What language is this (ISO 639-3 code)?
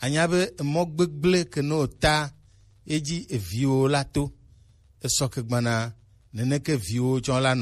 gej